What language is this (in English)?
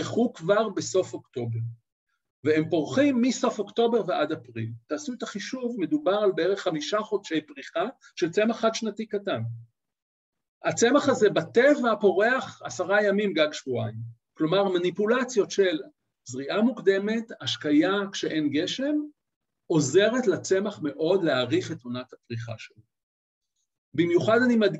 Hebrew